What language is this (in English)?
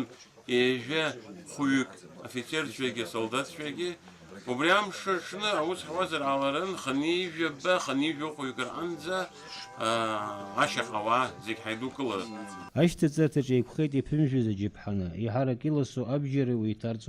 Abkhazian